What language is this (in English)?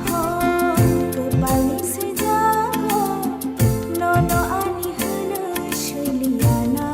Kok Borok